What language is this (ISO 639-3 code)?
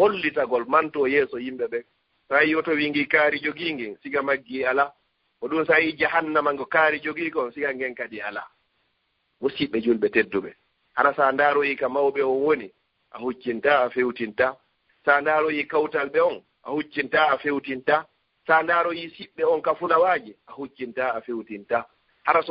ful